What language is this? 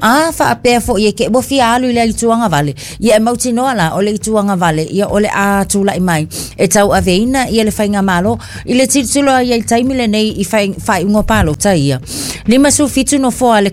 Samoan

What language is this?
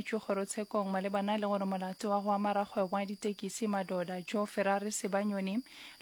Northern Sotho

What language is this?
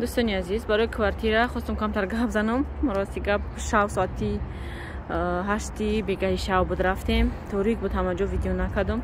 Tajik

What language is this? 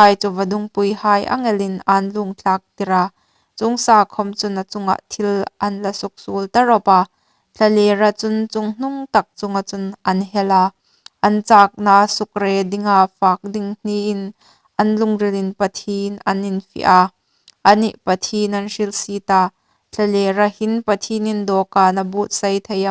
Hmar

